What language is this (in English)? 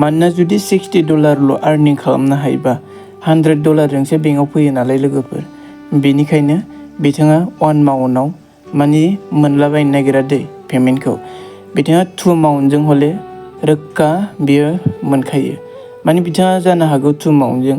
Bodo